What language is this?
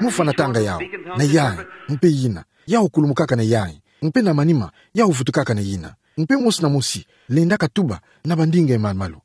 Kituba (Democratic Republic of Congo)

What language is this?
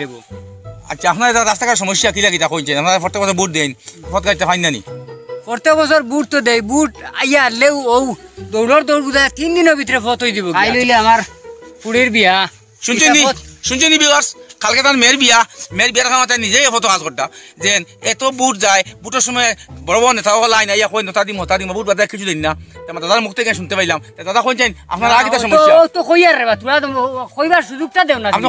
Sylheti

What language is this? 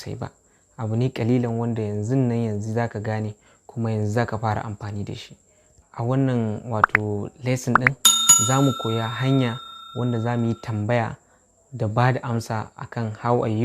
Hausa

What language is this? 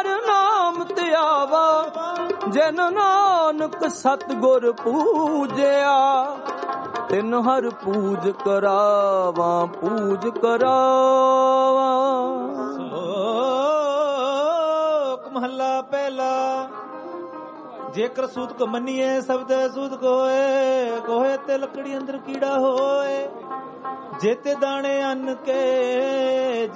Punjabi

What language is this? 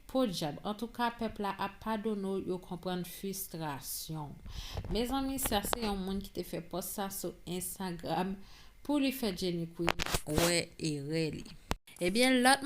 Haitian Creole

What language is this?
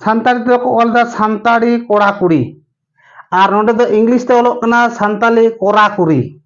Santali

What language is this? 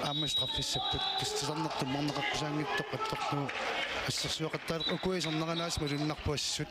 Kalaallisut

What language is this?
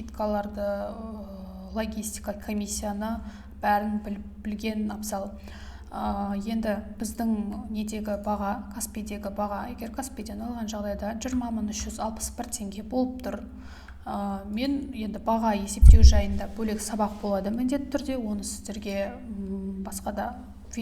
Kazakh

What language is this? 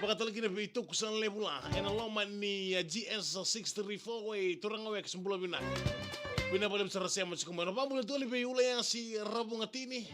Fijian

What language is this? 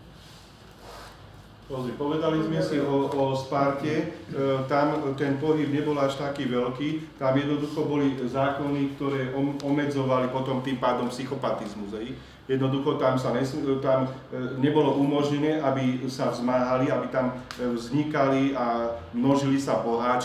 Slovak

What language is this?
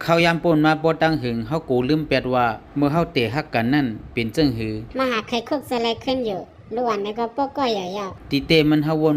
Shan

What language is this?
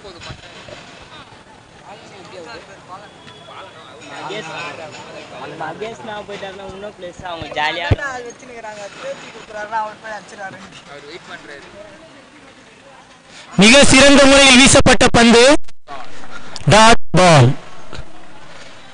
Tamil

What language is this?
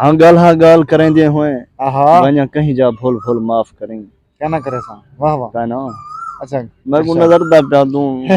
Saraiki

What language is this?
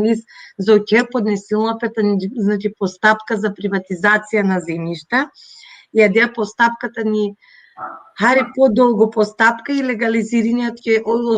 Balkan Romani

